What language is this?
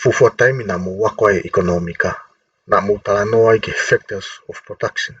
Tongan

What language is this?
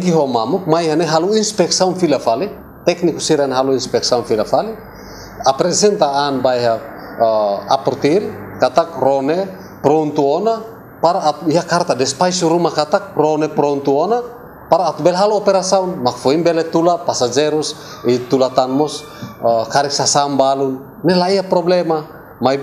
Tetum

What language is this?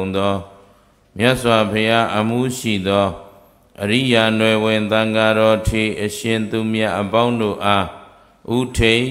Burmese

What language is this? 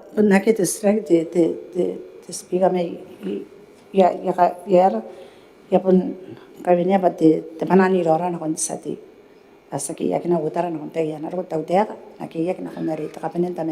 Gilbertese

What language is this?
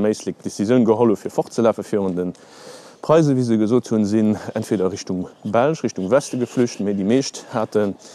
Luxembourgish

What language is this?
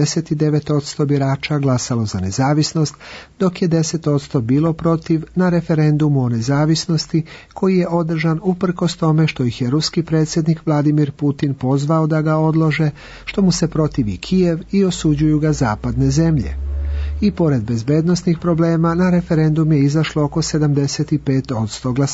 Serbian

